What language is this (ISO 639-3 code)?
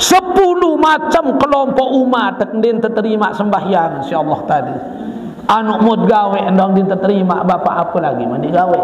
sas